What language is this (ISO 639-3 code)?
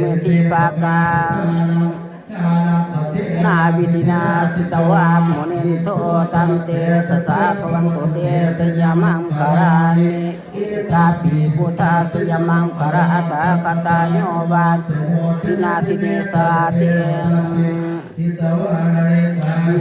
pli